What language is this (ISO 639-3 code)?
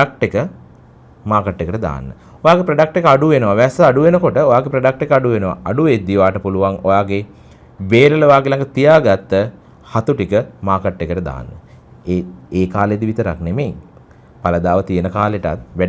sin